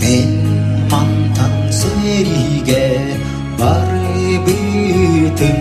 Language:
Yakut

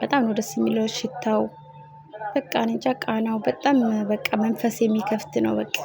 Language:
Amharic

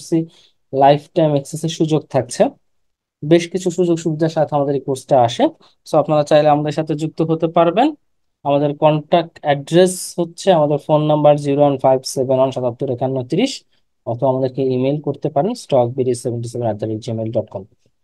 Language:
Bangla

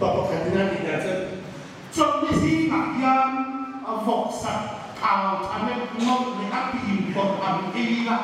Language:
Hmar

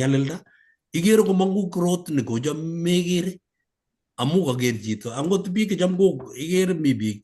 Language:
Kalenjin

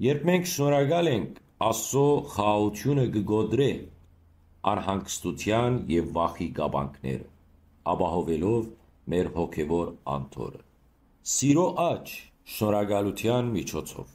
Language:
Western Armenian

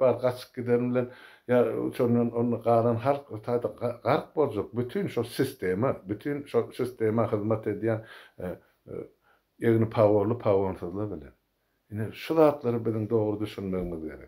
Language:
Turkmen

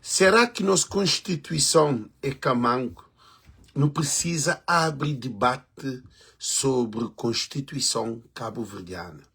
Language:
Kabuverdianu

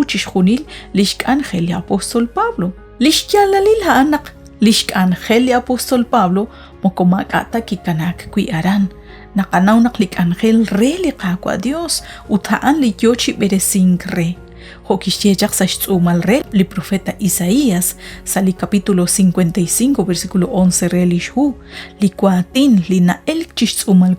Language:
Kekchí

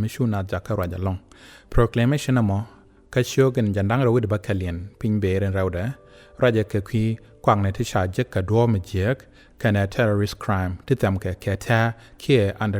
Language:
Nuer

